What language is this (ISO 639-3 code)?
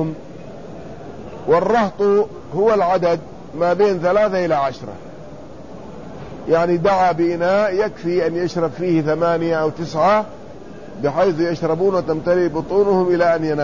ara